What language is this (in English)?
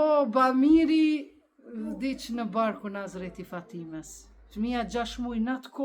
Albanian